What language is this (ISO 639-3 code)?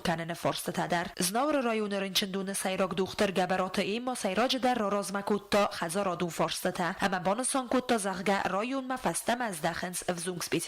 oss